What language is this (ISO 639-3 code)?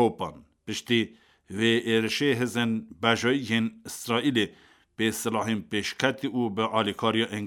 kur